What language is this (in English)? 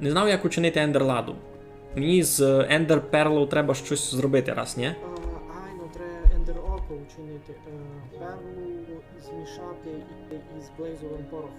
Rusyn